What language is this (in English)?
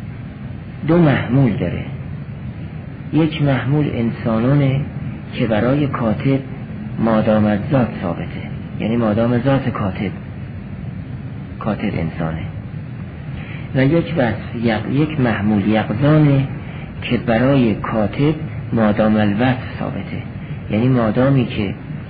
Persian